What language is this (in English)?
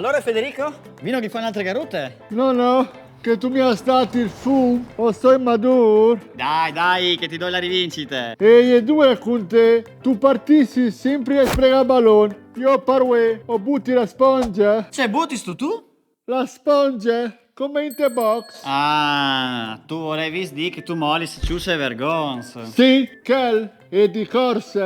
Friulian